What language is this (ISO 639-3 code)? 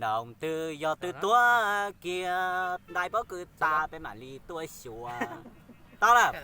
hmn